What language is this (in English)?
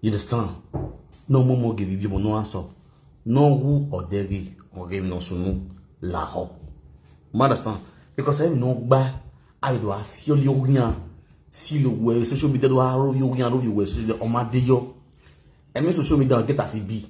Nigerian Pidgin